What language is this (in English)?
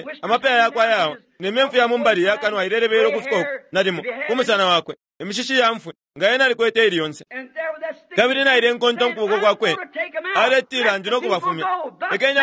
Bemba